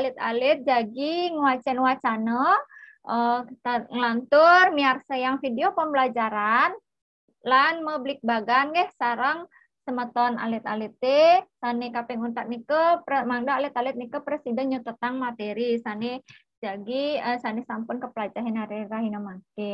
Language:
Balinese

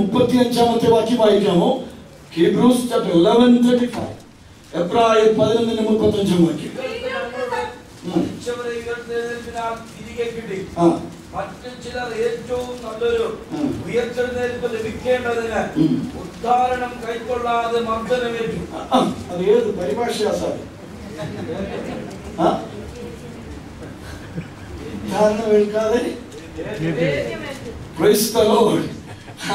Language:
Malayalam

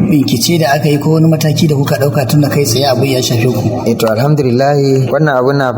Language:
Hausa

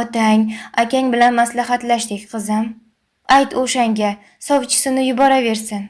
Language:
Uzbek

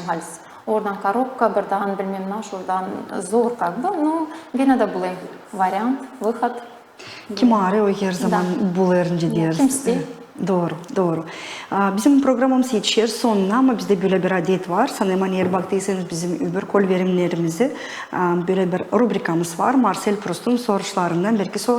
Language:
Gagauz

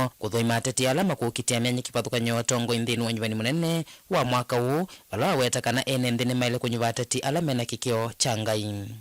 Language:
Kamba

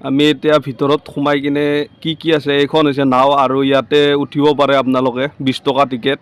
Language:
Assamese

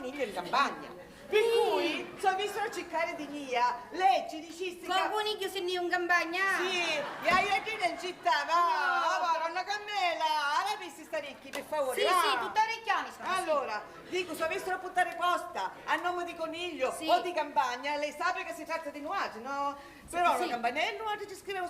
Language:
Sicilian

